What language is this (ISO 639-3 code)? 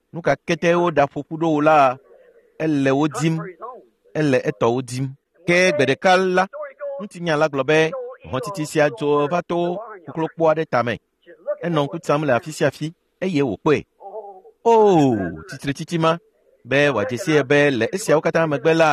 ewe